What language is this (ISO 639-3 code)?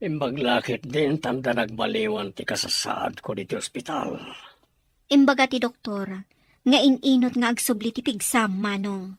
ilo